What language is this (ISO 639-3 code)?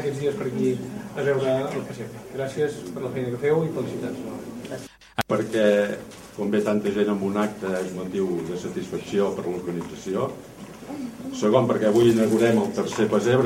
cat